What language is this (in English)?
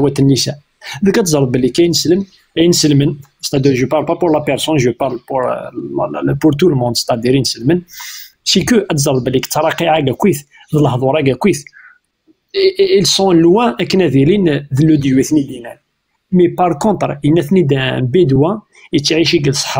Kabyle